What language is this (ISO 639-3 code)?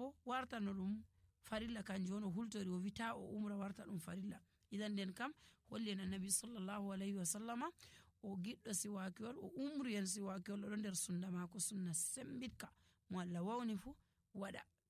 fuv